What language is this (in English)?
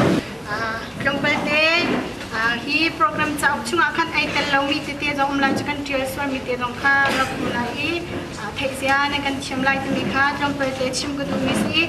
Hakha Chin